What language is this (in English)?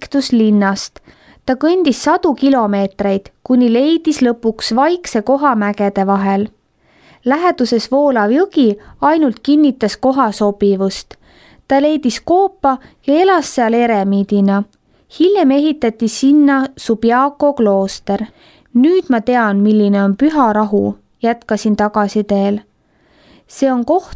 Estonian